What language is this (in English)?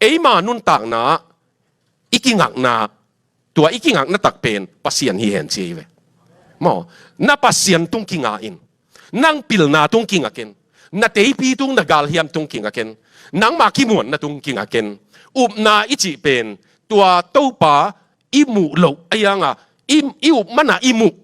Tedim Chin